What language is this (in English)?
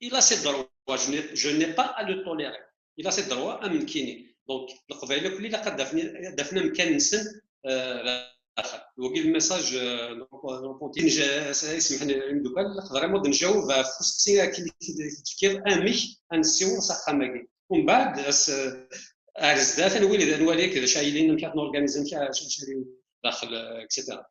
Kabyle